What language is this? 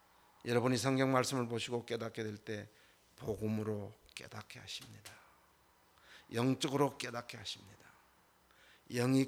Korean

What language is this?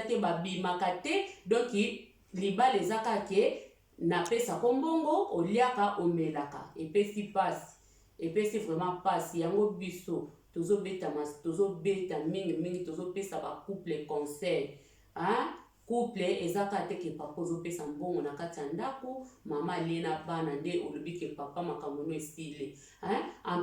Lingala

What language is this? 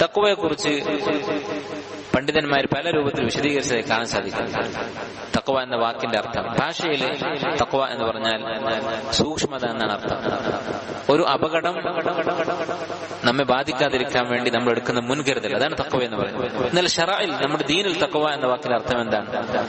Malayalam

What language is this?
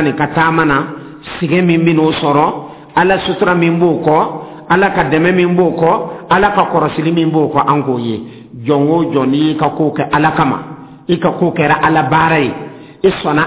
Dyula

